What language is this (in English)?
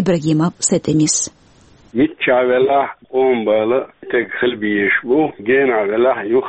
Chechen